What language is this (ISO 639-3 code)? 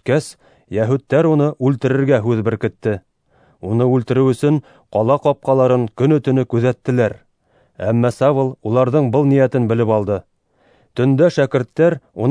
bak